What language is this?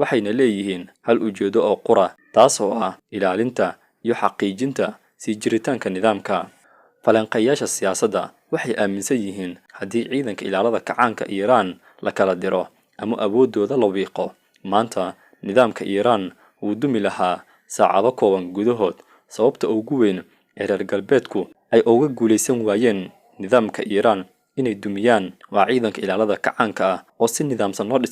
Somali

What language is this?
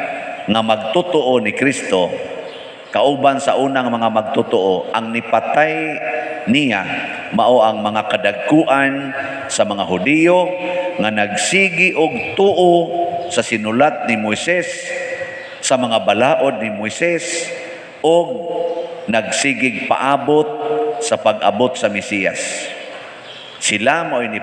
Cebuano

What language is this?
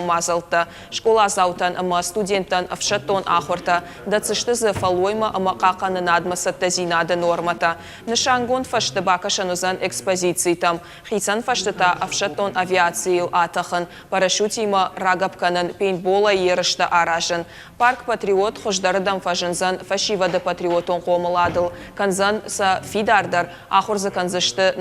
Ossetic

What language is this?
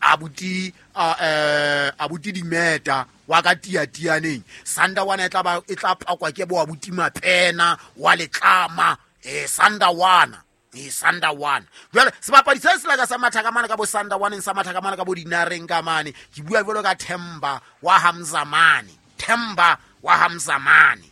Southern Sotho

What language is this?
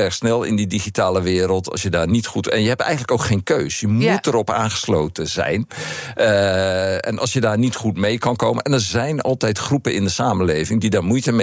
Dutch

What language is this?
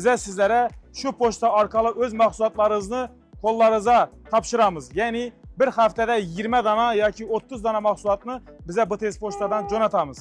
Uzbek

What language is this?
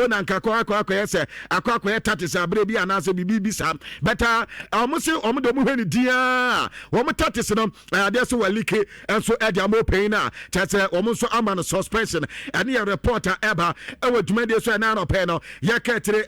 Akan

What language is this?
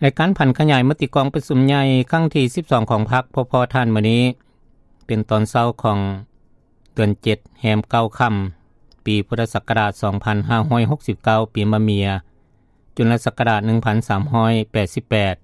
Lao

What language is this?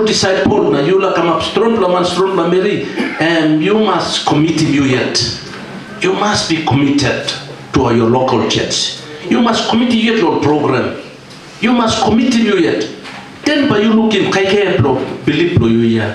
Tok Pisin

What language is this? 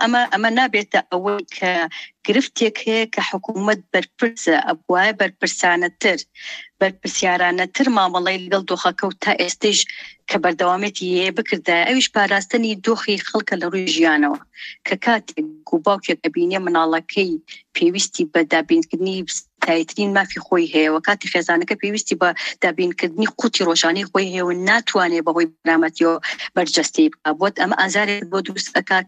Central Kurdish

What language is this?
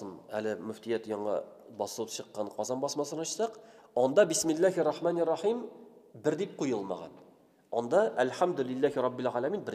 Tatar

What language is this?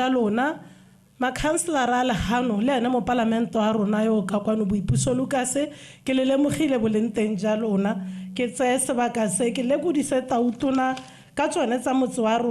Tswana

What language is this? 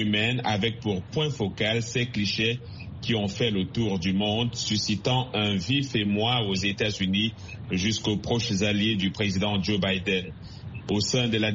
French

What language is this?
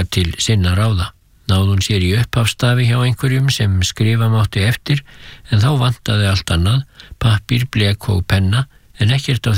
Icelandic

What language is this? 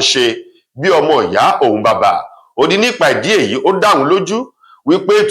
Yoruba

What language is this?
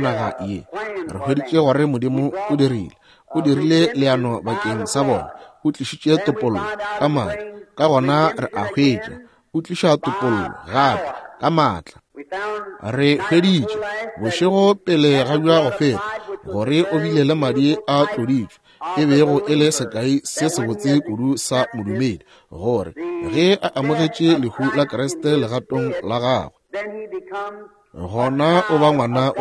Northern Sotho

